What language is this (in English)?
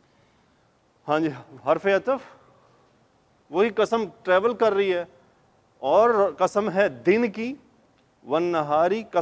Urdu